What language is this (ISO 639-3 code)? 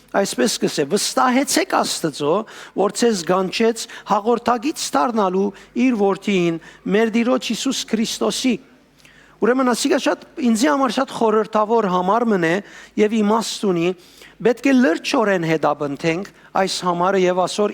hyw